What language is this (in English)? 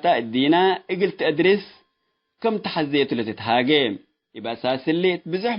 Tigre